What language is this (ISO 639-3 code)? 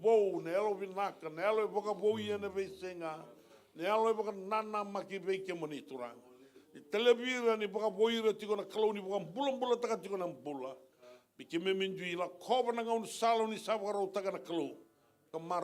fij